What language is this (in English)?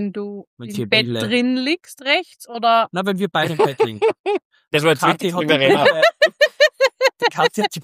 German